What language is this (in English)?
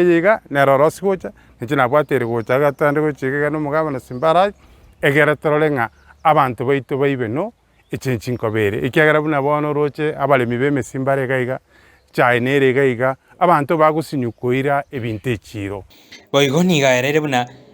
Gusii